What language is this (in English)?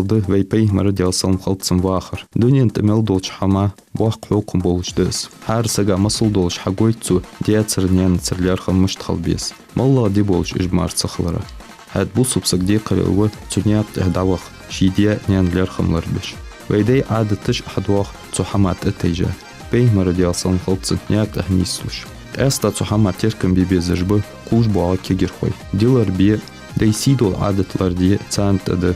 Ingush